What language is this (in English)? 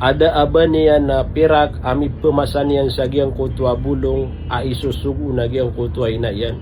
Maranao